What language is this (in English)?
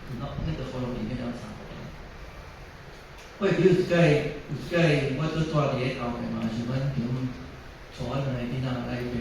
Min Nan Chinese